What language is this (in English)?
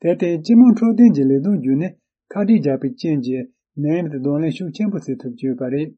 Tibetan